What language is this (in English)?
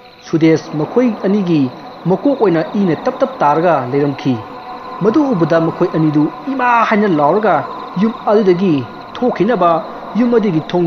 Manipuri